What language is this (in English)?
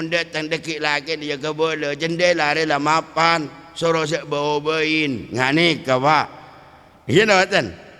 Madurese